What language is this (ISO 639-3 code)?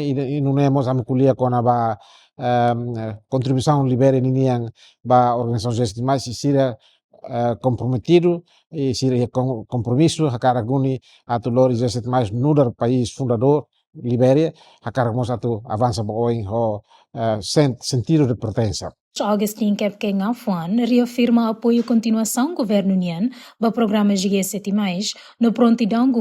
tet